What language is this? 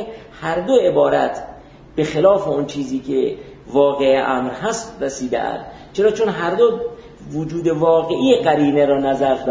Persian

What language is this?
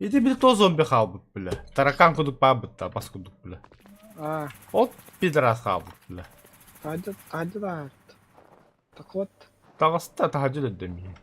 Yakut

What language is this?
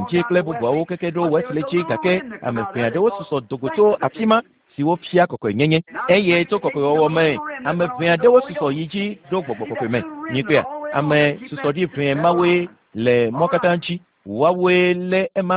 Ewe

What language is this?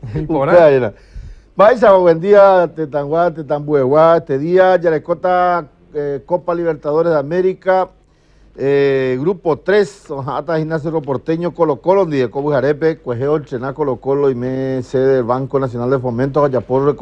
Guarani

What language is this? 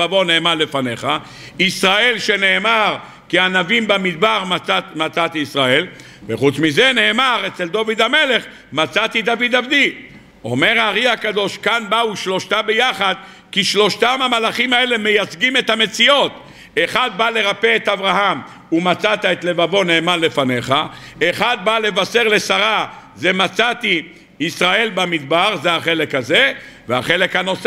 Hebrew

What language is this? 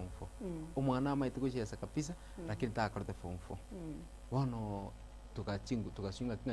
Gusii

